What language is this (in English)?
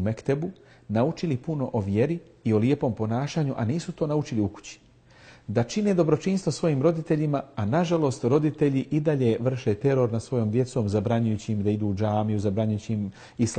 Bosnian